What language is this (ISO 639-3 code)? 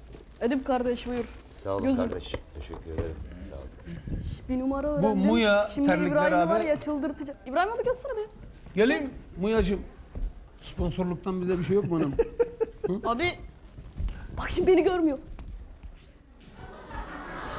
tur